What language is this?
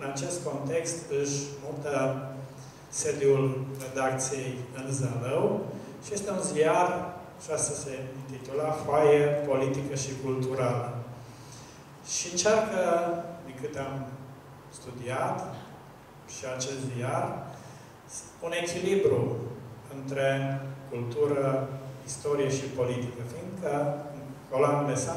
Romanian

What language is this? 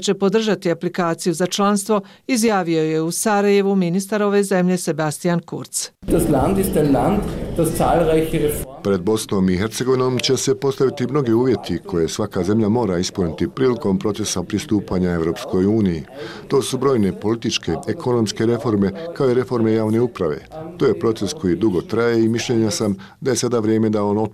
Bosnian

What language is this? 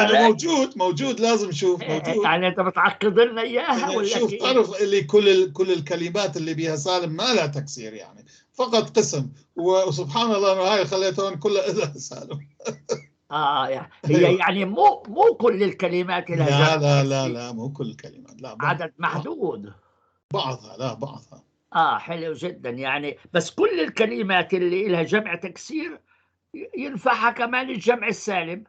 North Levantine Arabic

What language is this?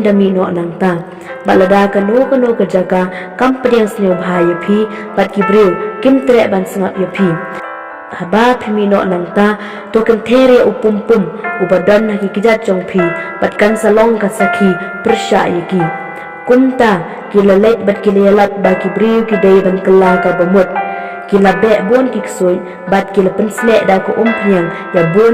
Khasi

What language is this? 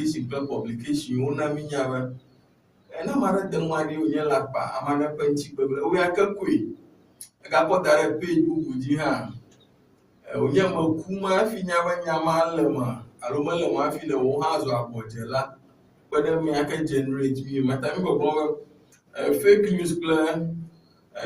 Ewe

